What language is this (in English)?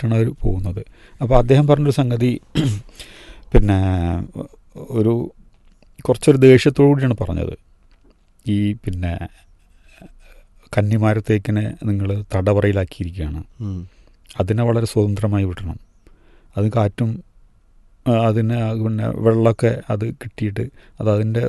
Malayalam